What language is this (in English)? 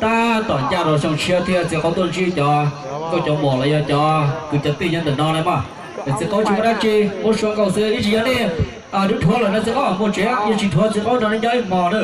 Hmong